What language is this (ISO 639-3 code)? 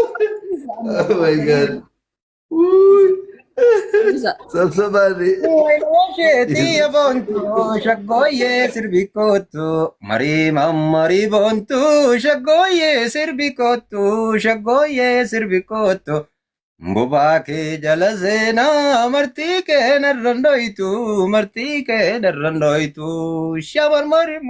orm